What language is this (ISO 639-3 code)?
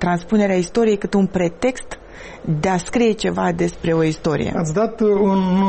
ron